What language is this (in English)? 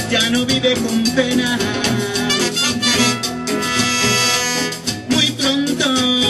Spanish